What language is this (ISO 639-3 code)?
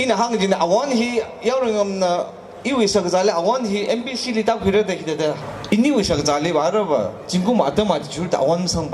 nmf